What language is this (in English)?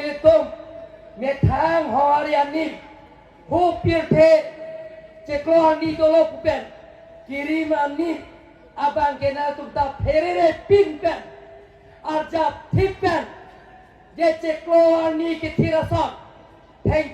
Karbi